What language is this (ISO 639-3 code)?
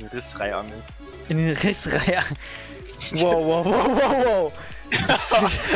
bar